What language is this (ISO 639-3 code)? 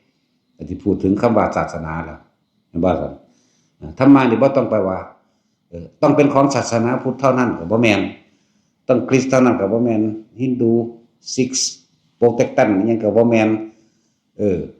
tts